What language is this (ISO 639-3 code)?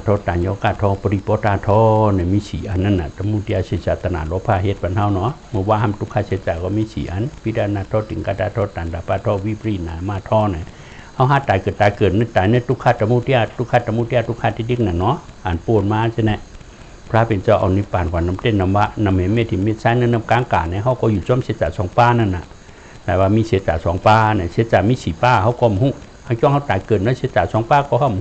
shn